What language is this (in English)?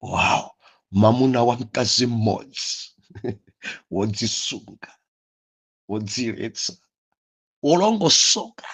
Nyanja